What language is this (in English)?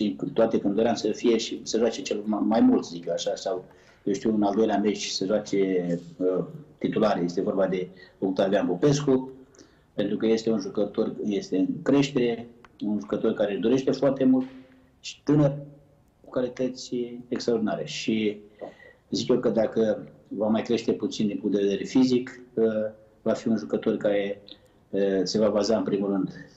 Romanian